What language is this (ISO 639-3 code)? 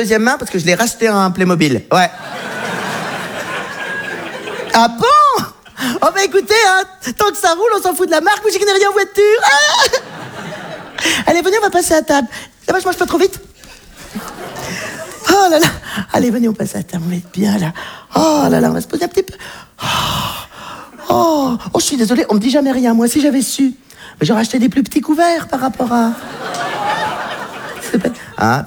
fra